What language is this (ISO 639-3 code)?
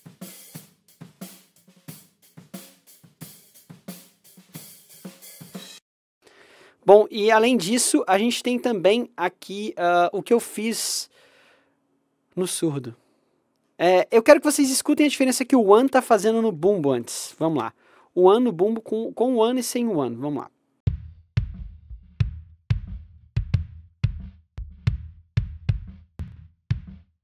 por